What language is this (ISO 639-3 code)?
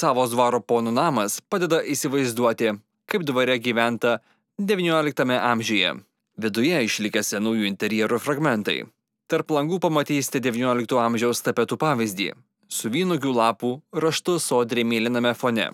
lit